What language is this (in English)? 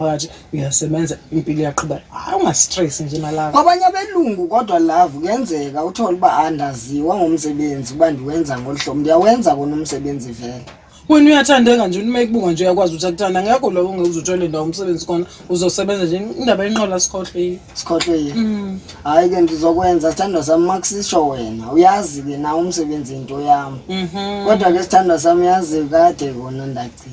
Zulu